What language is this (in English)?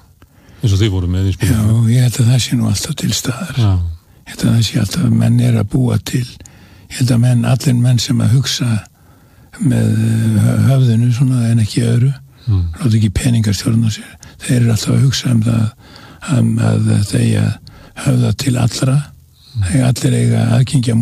Icelandic